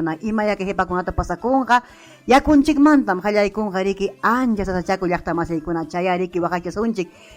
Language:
Ayacucho Quechua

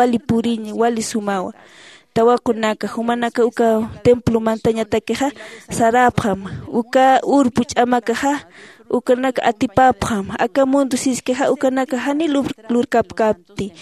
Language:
Aymara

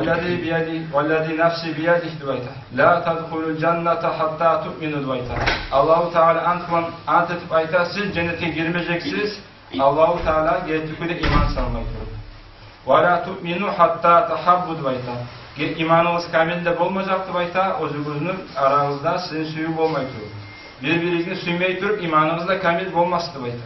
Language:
Kumyk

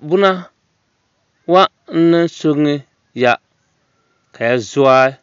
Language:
Dagbani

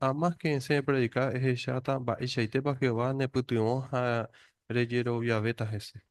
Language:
Guarani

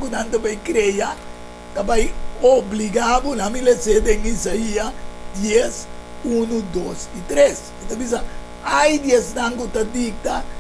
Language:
Papiamento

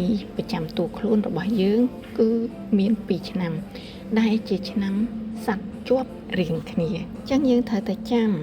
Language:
Khmer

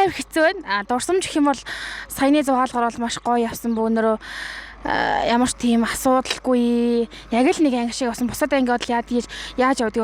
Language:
Mongolian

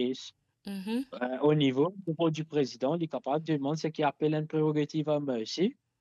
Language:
Morisyen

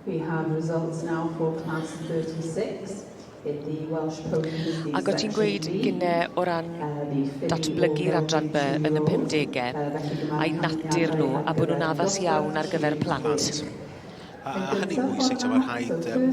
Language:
Welsh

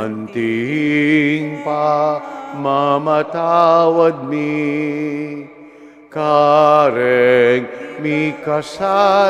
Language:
Pampanga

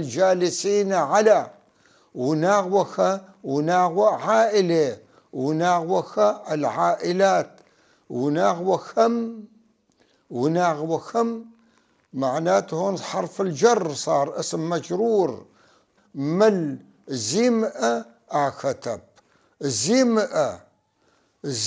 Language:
North Levantine Arabic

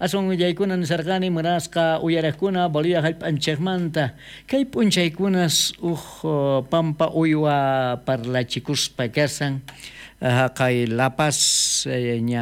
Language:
South Bolivian Quechua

